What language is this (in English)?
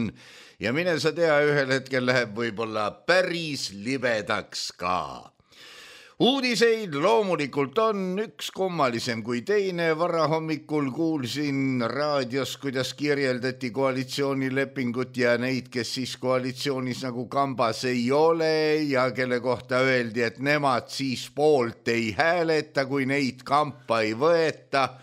Estonian